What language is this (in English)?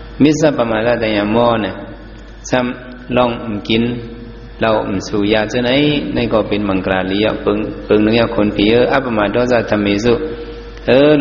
Shan